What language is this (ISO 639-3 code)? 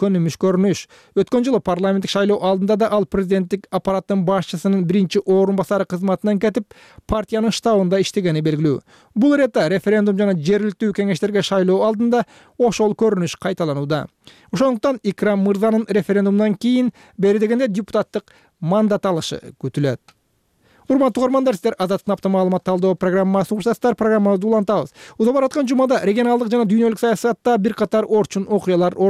kir